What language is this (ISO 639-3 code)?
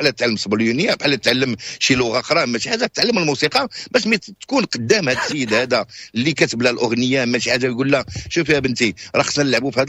ary